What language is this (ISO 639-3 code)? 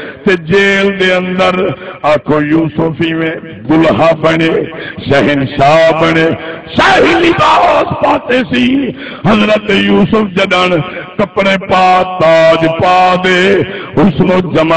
skr